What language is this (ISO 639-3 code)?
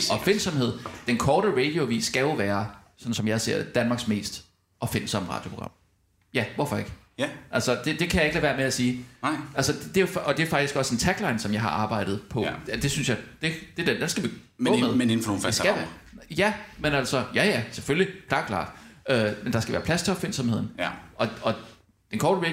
dan